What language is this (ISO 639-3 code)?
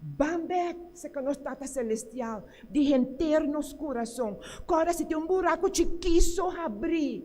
pap